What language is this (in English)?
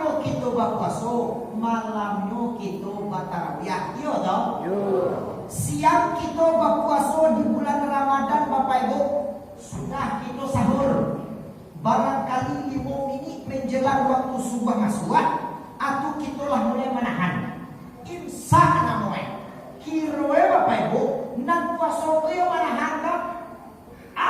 Minangkabau